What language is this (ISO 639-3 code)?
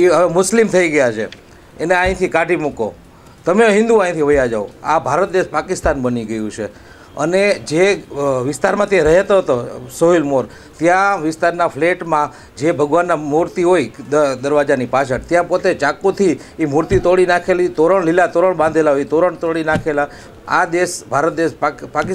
guj